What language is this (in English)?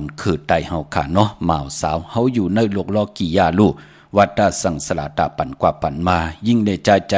Shan